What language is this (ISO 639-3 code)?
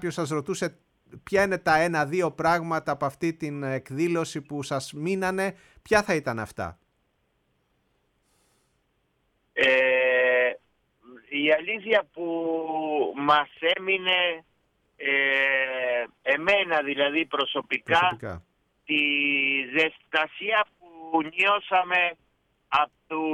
ell